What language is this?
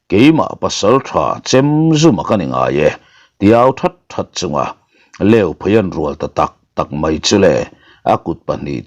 Mizo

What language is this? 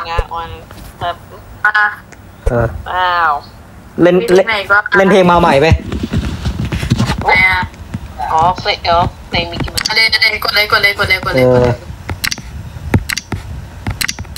Thai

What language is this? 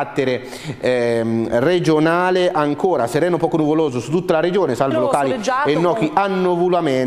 Italian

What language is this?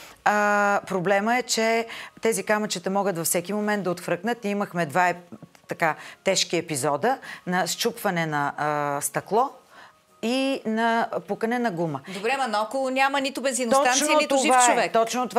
Bulgarian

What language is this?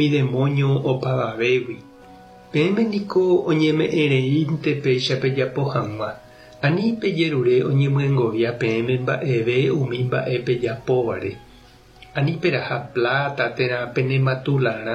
Guarani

